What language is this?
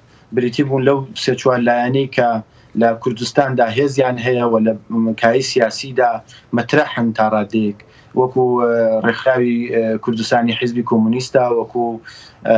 Central Kurdish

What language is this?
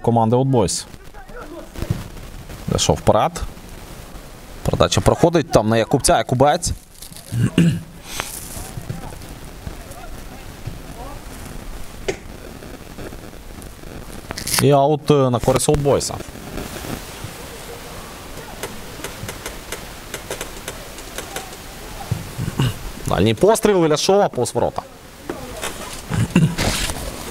Ukrainian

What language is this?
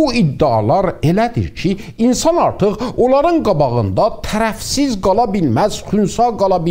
South Azerbaijani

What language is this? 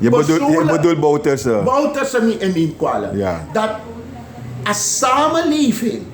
Sranan Tongo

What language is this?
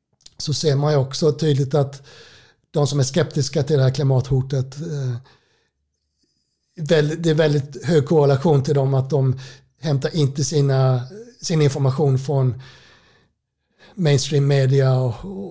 Swedish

